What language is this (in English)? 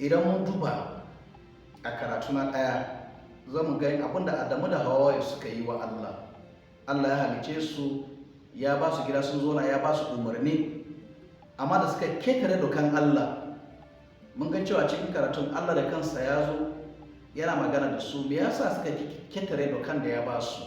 Hausa